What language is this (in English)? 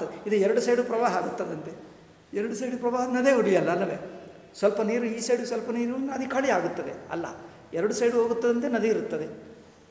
Kannada